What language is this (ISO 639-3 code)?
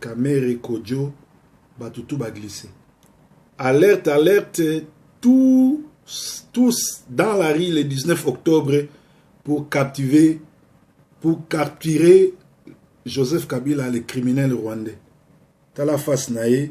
lin